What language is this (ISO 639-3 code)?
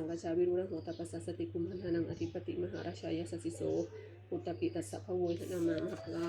pli